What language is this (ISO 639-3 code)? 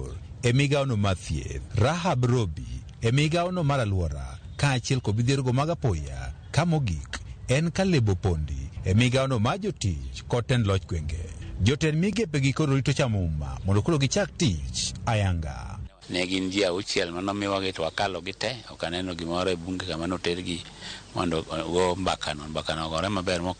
luo